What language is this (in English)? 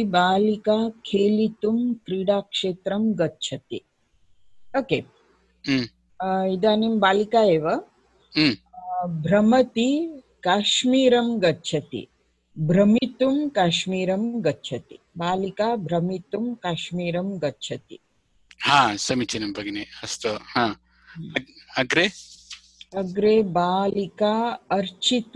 Sanskrit